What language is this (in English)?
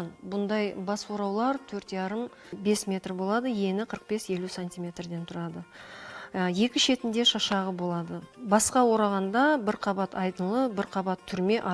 Kara-Kalpak